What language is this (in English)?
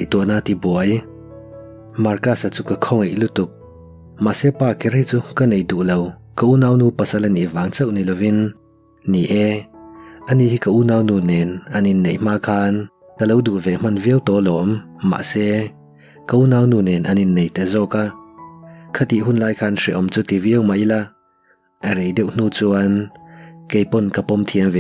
Mizo